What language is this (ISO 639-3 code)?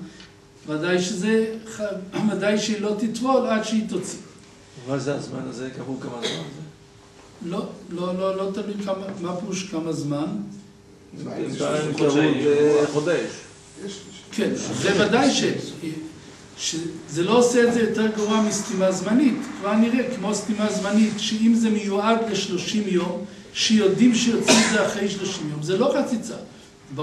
heb